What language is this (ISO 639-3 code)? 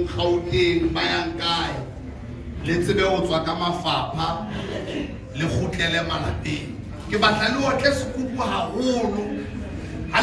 sot